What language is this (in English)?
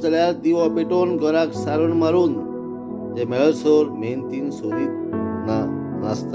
Konkani